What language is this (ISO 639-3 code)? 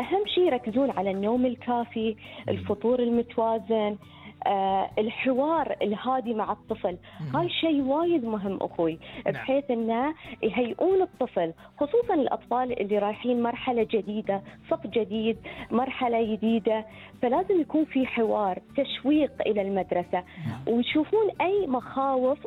afb